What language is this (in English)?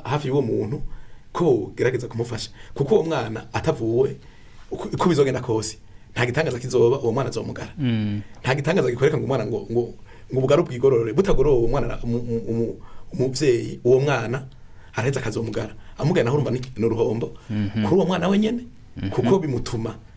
Rundi